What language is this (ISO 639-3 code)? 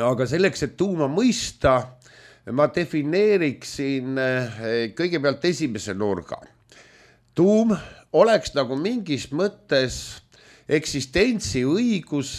est